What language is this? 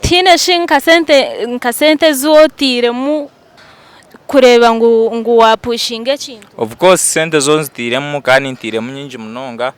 Nyankole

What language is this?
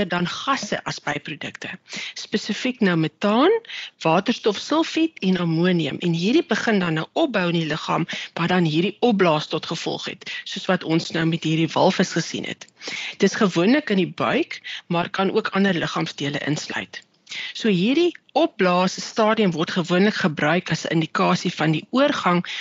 Afrikaans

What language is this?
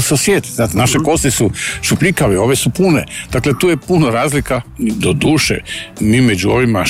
Croatian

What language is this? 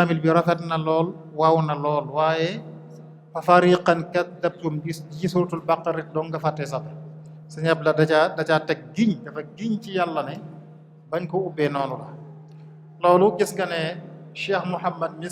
Wolof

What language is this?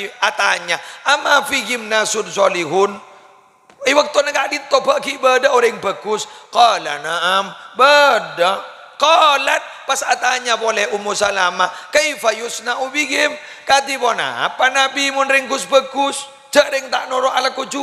Madurese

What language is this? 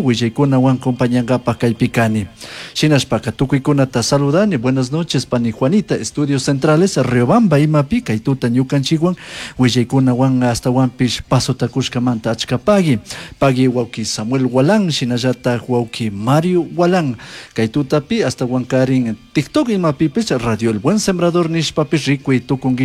Chimborazo Highland Quichua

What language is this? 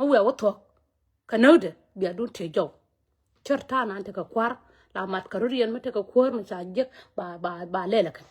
Nuer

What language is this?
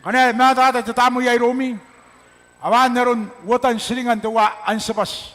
Gilbertese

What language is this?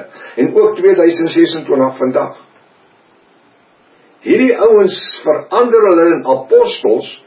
Afrikaans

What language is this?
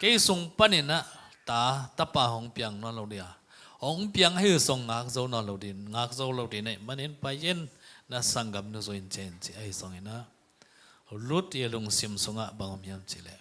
Tedim Chin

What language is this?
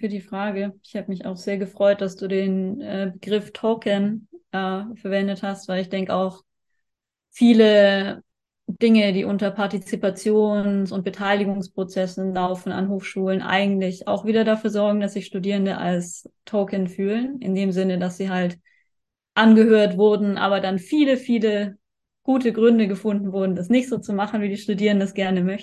German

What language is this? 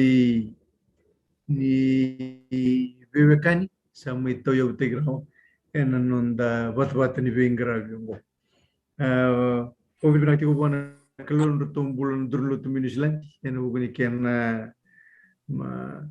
Fijian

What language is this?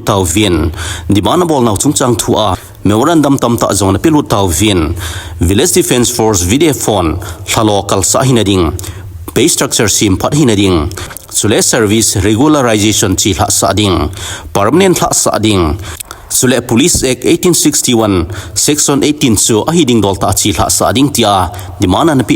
Thado Chin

